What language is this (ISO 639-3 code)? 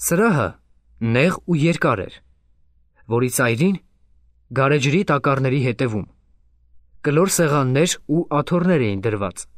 hye